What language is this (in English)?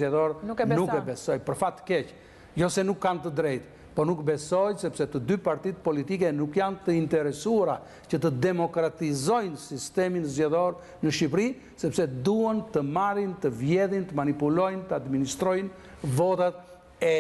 Albanian